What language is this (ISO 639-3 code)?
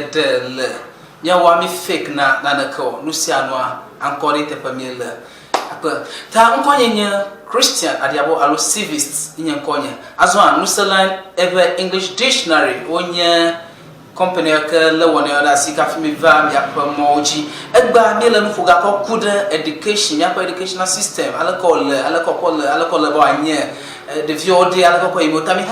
ewe